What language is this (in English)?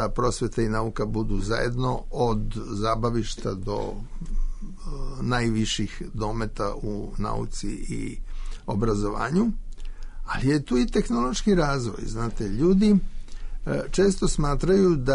Serbian